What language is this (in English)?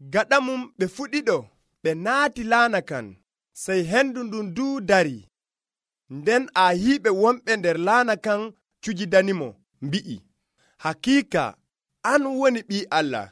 Nigerian Fulfulde